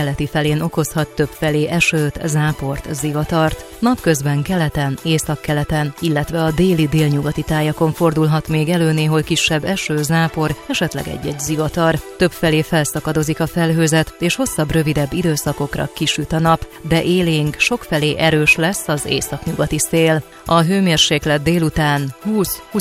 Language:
Hungarian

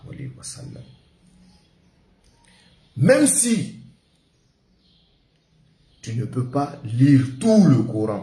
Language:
French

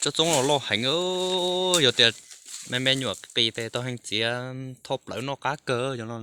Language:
Hmong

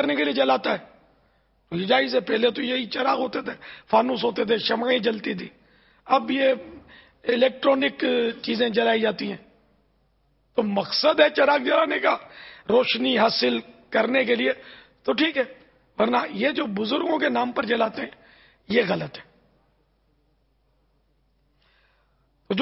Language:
Urdu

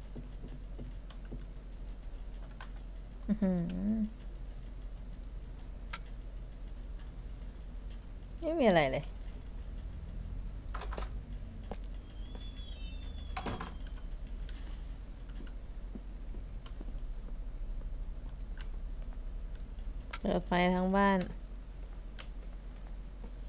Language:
Thai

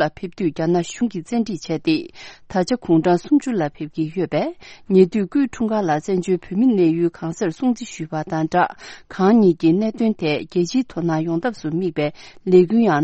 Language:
Tibetan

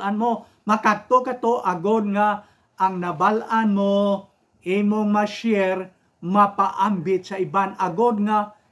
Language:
Hiligaynon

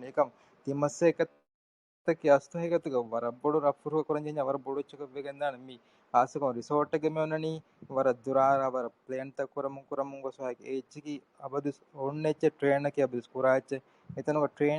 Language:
Divehi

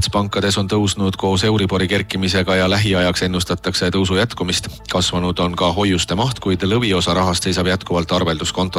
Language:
Estonian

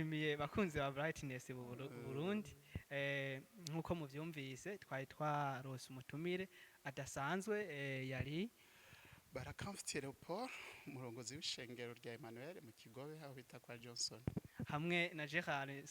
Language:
Rundi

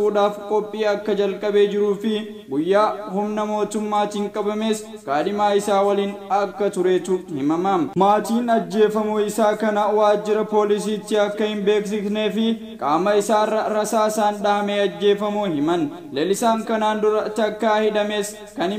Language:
Oromo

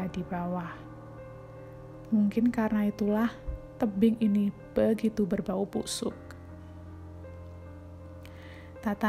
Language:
Indonesian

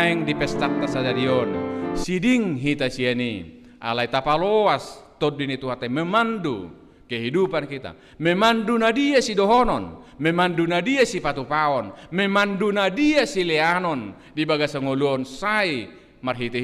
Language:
Batak Toba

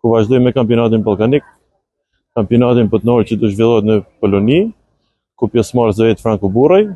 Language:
Albanian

